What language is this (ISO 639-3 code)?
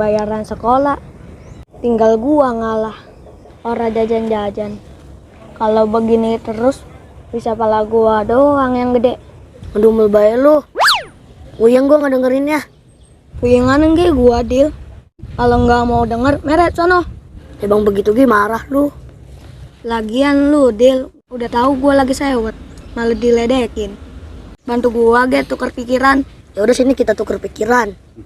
bew